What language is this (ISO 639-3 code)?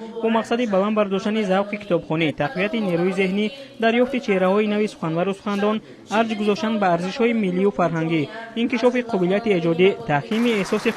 tgk